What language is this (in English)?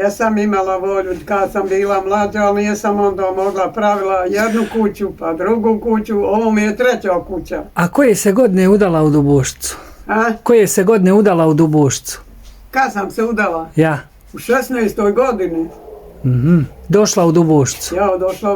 Bosnian